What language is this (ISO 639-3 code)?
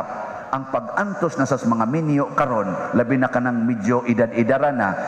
ceb